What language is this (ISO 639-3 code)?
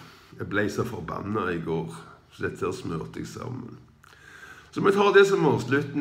nor